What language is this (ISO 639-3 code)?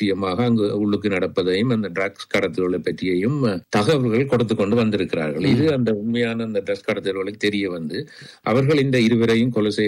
tam